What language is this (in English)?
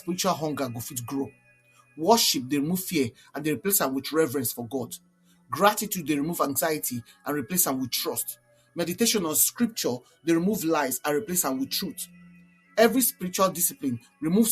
Nigerian Pidgin